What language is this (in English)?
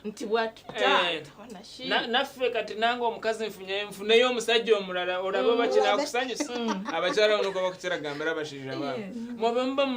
Nyankole